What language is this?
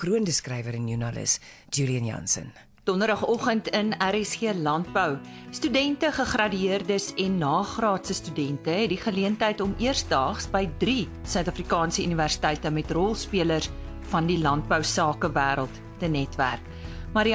Afrikaans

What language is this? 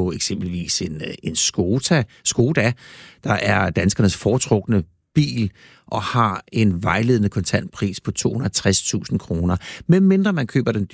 Danish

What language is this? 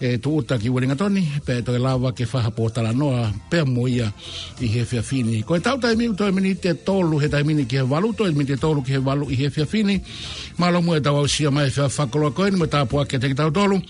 Tongan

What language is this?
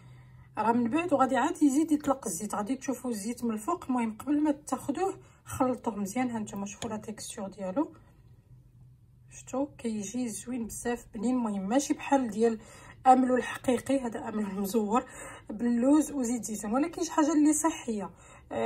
Moroccan Arabic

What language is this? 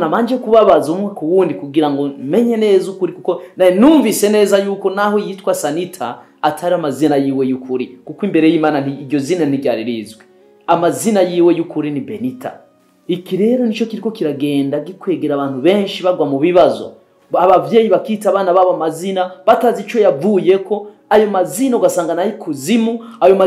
Rundi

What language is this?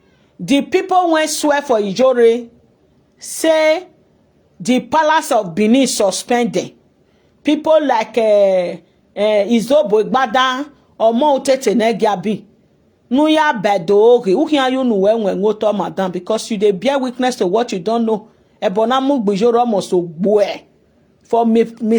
Nigerian Pidgin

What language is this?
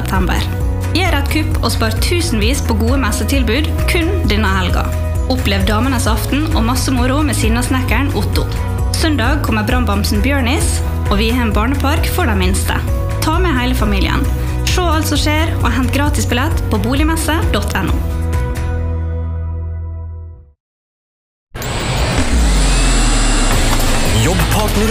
Norwegian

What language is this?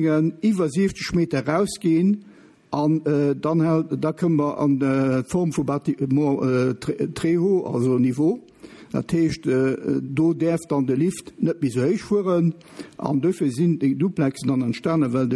Luxembourgish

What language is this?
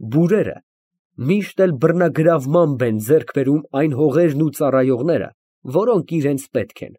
Armenian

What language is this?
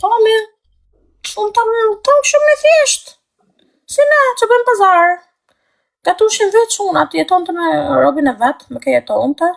Albanian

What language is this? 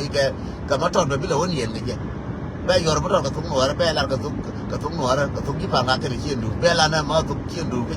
Nuer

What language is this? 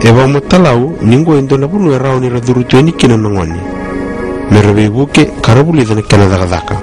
Fijian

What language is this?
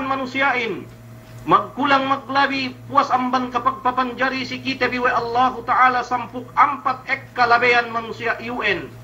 Yakan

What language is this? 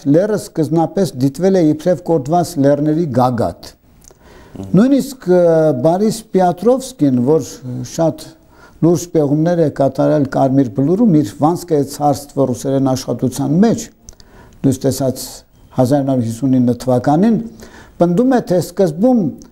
Armenian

